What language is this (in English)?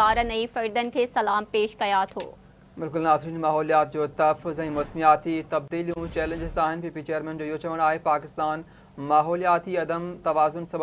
Sindhi